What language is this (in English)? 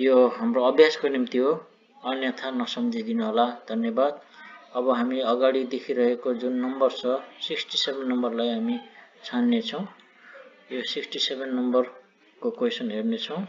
Nepali